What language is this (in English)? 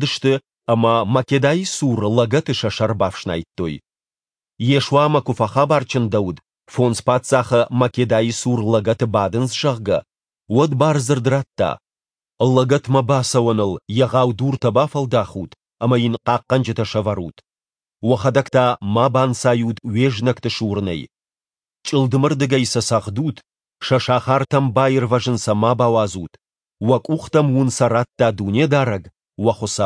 Ossetic